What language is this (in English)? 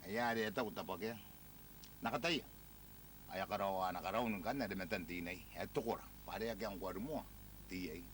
Gilbertese